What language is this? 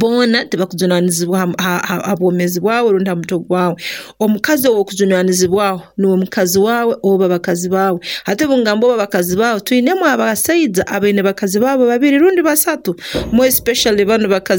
Nyoro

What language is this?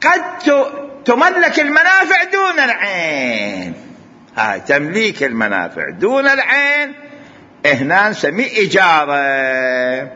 Mesopotamian Arabic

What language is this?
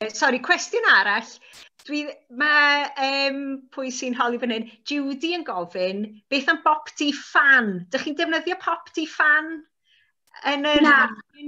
Welsh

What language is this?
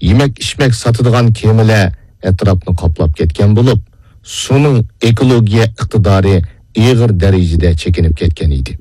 Uyghur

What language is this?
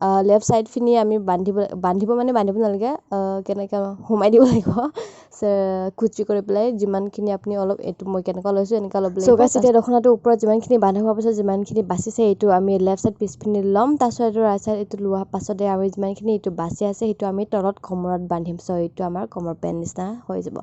Assamese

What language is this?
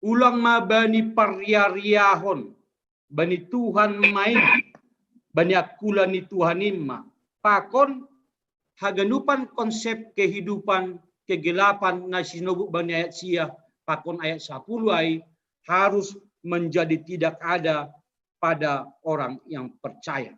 Batak Simalungun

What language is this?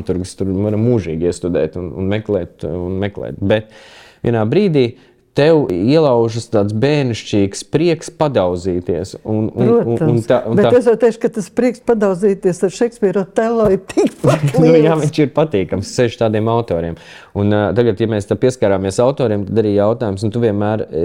Latvian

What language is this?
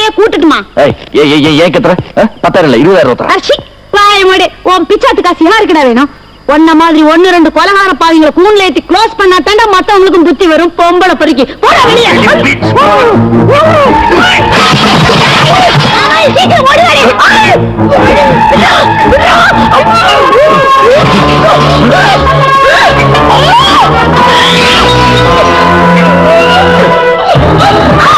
Tamil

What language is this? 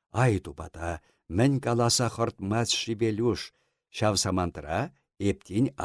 Chuvash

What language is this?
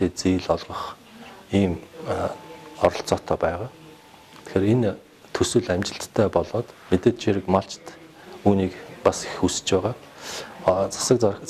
Mongolian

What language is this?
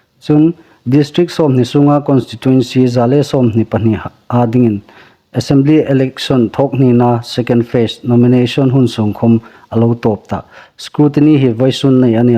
Hmar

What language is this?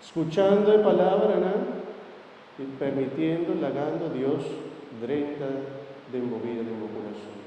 Papiamento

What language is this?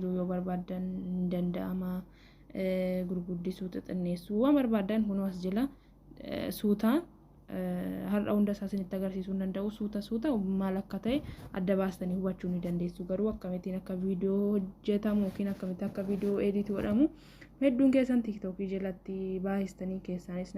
Oromo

